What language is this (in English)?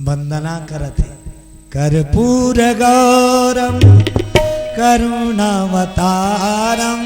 Chhattisgarhi